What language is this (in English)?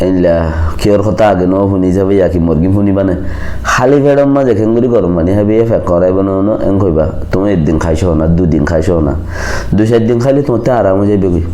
Rohingya